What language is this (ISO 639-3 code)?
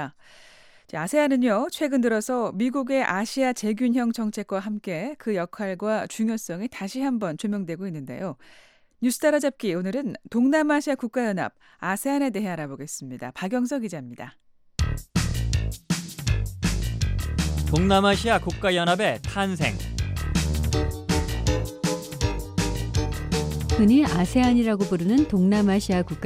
kor